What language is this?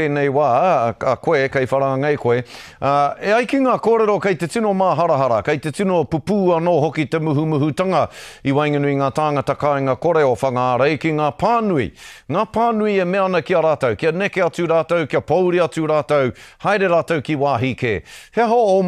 Māori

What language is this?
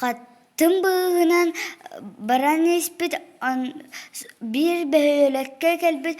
Yakut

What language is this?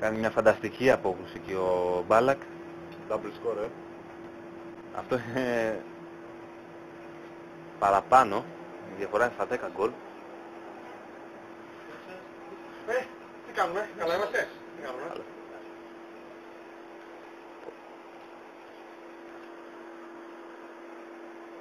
Greek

